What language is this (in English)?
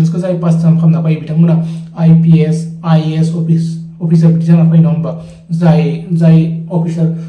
Bodo